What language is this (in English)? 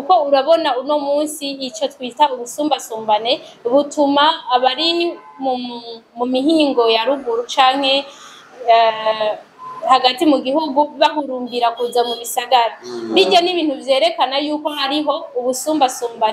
Rundi